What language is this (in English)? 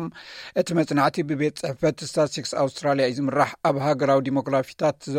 Tigrinya